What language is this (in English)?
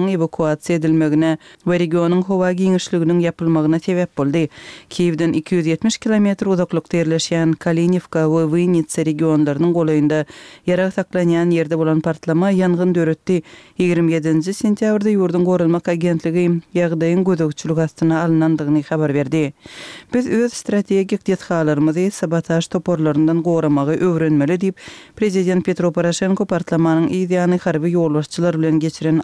Turkmen